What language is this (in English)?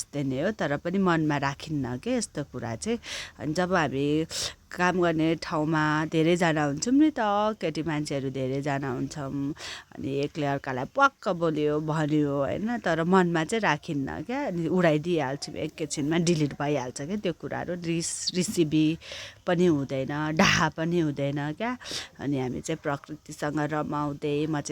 Nepali